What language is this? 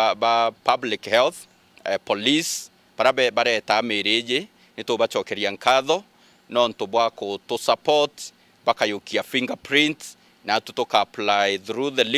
Meru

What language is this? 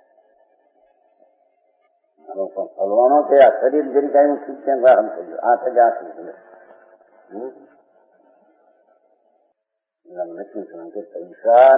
Gujarati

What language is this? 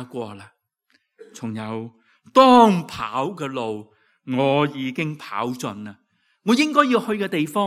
Cantonese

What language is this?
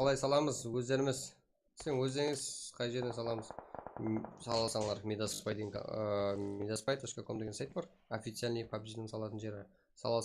Kara-Kalpak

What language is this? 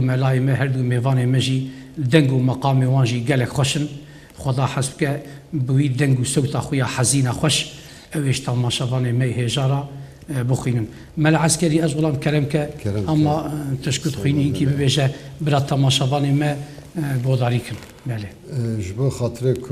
Kurdish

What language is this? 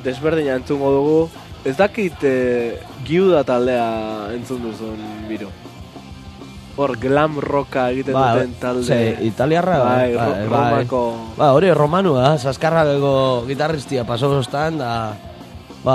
Basque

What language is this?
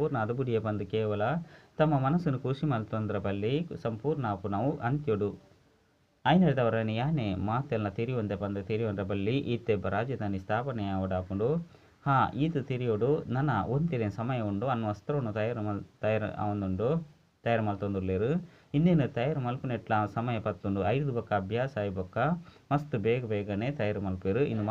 Tulu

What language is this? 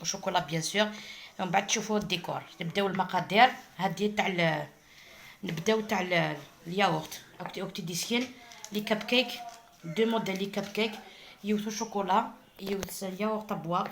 Algerian Arabic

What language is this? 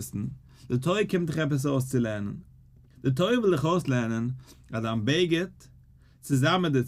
Yiddish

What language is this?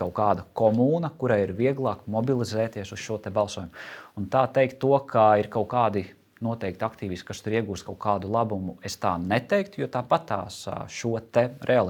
Latvian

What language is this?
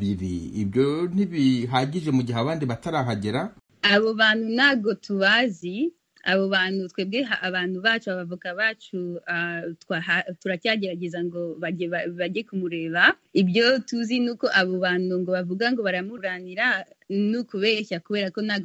Kinyarwanda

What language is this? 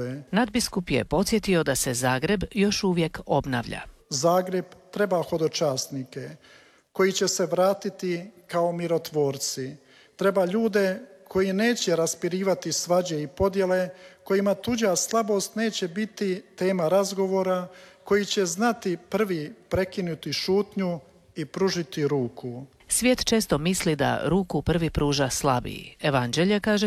Croatian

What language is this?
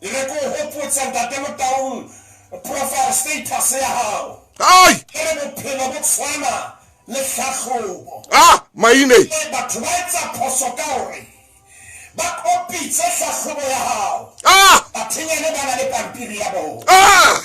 Southern Sotho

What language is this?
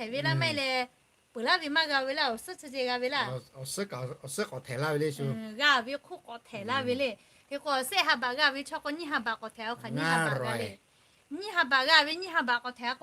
Lahu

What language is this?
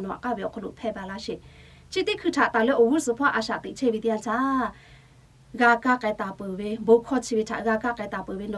Lahu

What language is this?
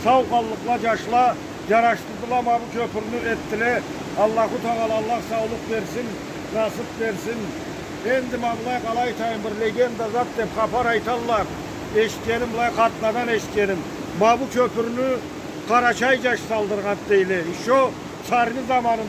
Karachay-Balkar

